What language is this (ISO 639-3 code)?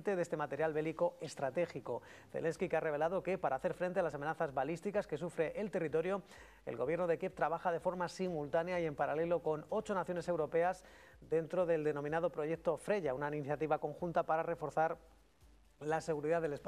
spa